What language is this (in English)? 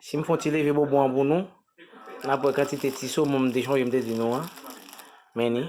Haitian Creole